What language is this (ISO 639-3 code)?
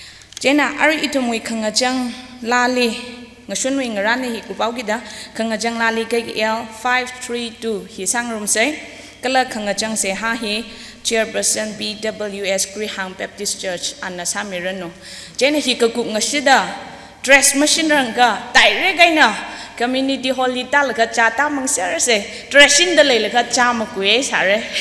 nmf